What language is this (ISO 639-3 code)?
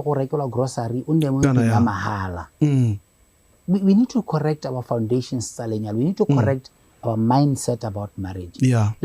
tsn